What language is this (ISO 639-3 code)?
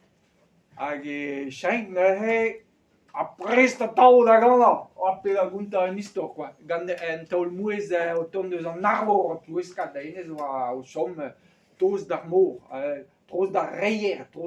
bre